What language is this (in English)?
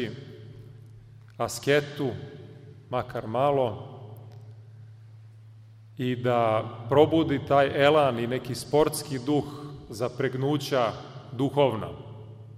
Serbian